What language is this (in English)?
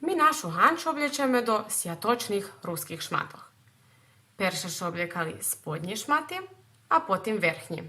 Rusyn